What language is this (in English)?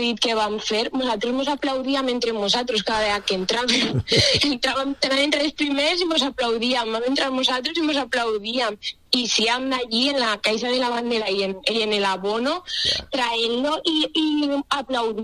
Catalan